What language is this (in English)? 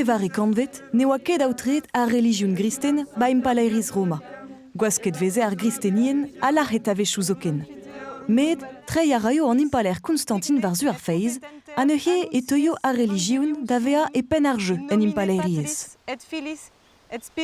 Breton